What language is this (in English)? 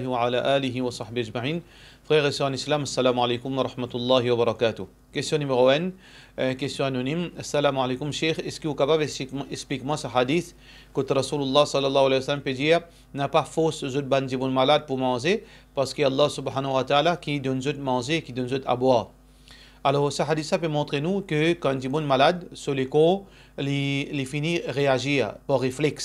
Morisyen